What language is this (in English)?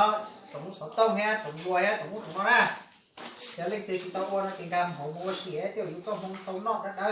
Hmong